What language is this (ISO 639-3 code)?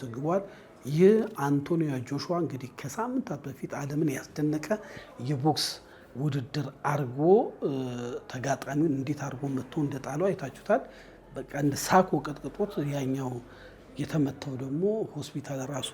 amh